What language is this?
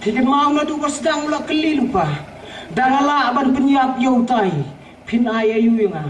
Khasi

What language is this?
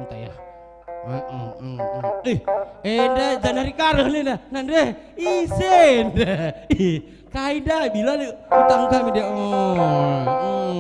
Batak Karo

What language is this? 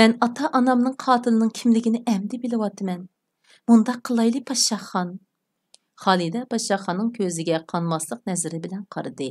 Uyghur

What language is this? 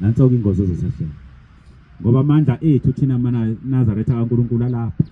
Zulu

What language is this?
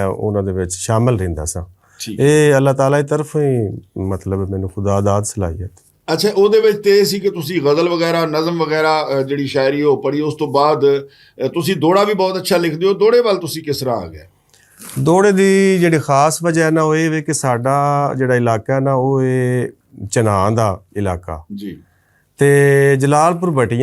Western Panjabi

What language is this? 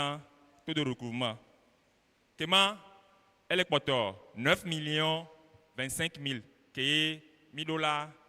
Ewe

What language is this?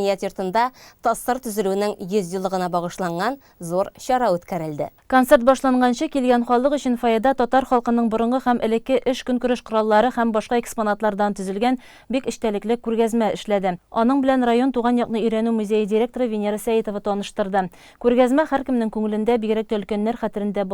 Tatar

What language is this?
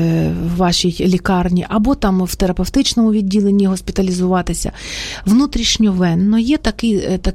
Ukrainian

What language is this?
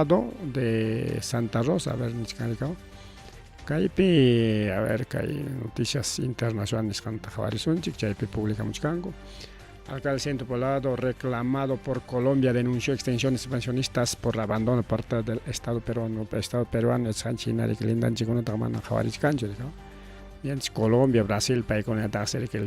Ayacucho Quechua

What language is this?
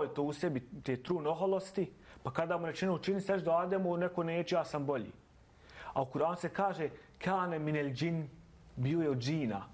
Bosnian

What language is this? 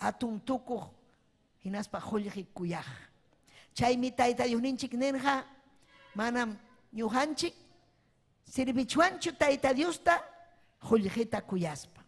Ayacucho Quechua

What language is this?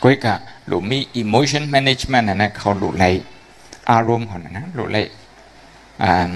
Shan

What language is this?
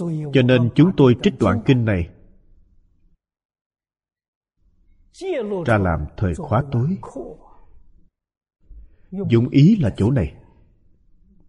Vietnamese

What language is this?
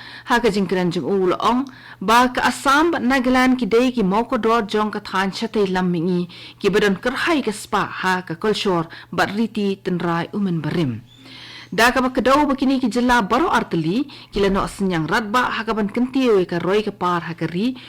Khasi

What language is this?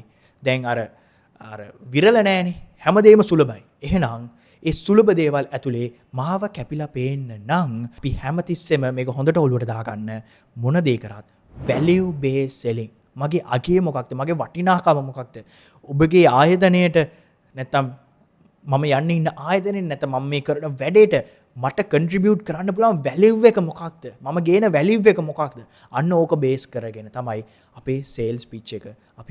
Sinhala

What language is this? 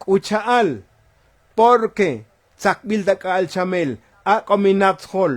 Tzotzil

